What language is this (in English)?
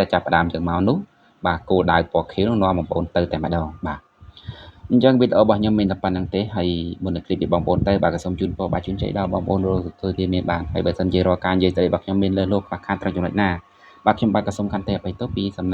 Khmer